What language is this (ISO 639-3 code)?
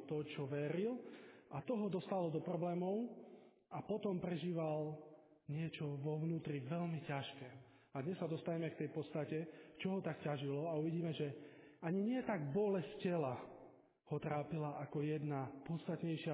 slk